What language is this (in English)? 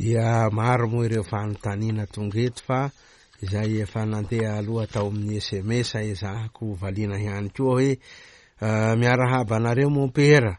Malagasy